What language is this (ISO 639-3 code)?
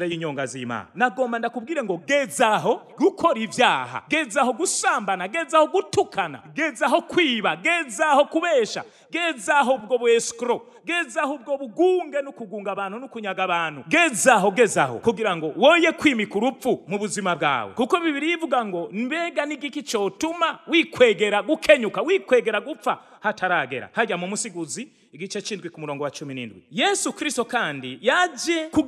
run